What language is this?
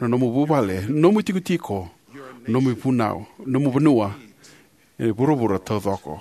Fijian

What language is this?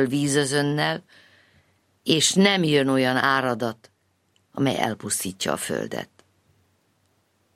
Hungarian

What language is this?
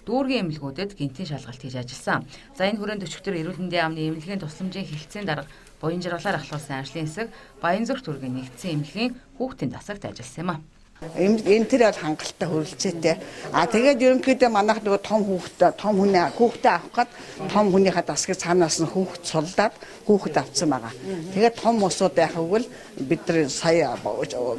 Mongolian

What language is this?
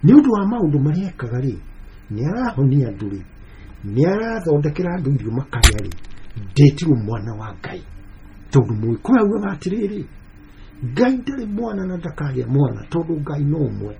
Kikuyu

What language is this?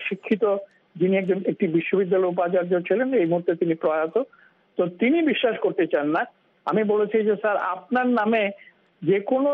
Bangla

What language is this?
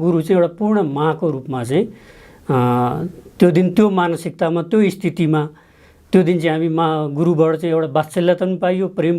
Nepali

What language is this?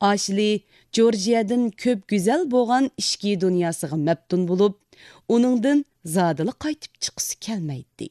Uyghur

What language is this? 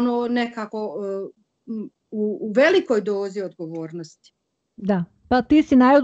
Bosnian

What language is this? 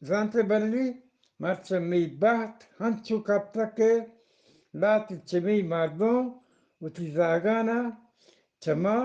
Eastern Balochi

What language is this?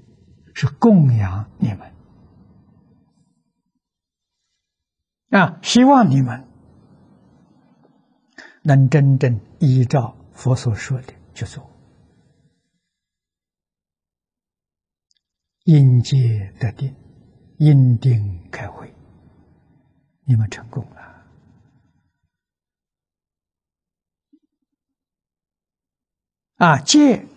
Chinese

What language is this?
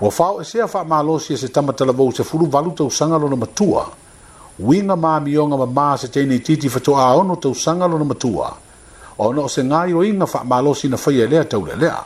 Samoan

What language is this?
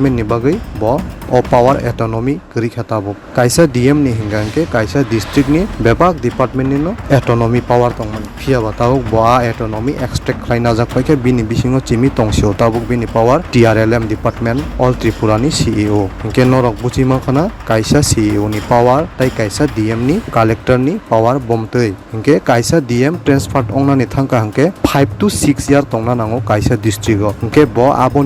Kok Borok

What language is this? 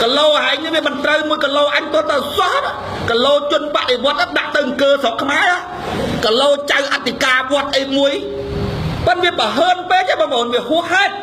Khmer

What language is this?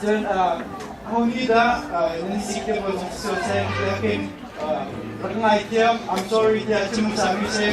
Hakha Chin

